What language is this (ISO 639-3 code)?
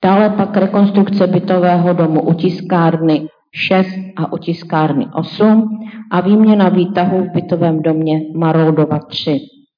ces